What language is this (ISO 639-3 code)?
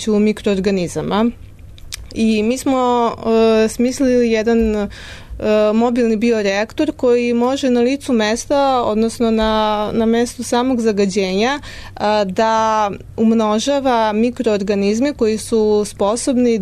srp